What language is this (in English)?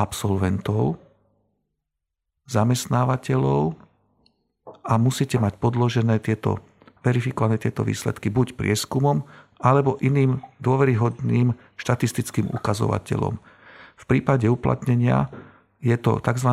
Slovak